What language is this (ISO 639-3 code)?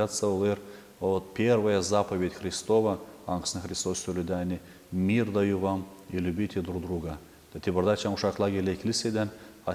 gag